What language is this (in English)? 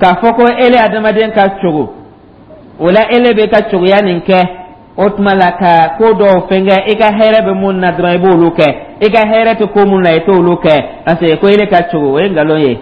Dyula